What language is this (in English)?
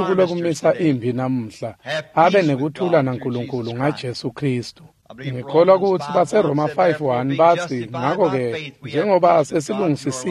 Swati